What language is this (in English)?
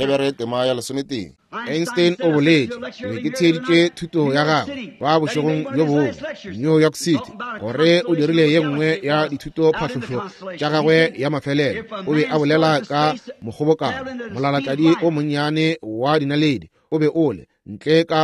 Northern Sotho